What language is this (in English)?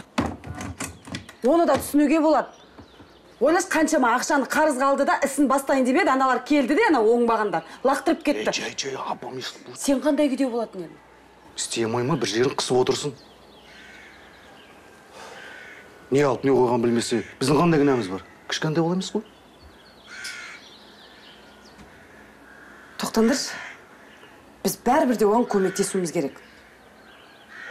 Kazakh